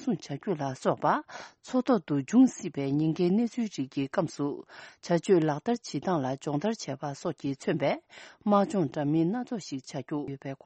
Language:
Tibetan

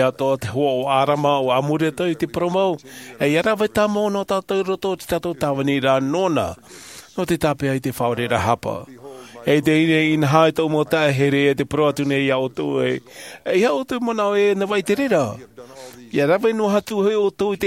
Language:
Tahitian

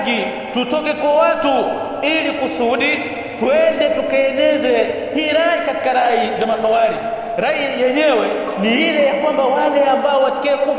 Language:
Swahili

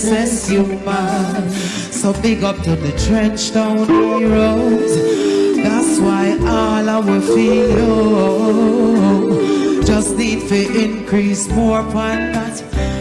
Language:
Jamaican Creole English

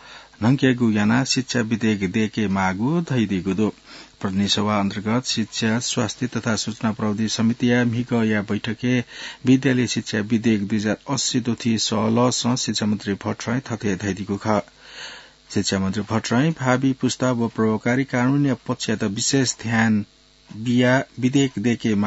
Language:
Newari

